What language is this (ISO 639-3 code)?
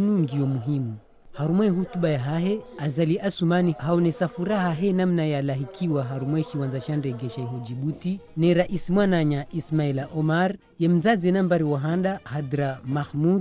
zdj